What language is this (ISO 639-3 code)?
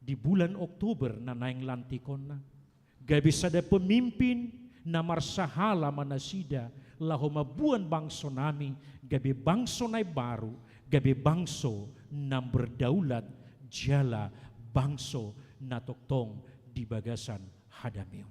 bbc